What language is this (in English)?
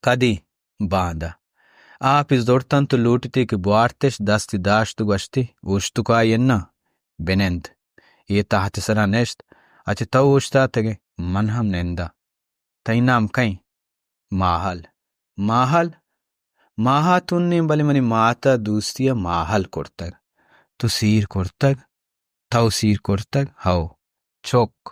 Baluchi